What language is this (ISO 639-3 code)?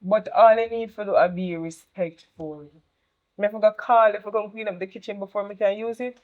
jam